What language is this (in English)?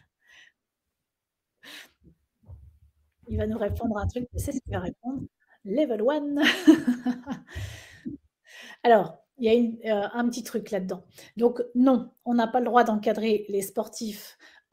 French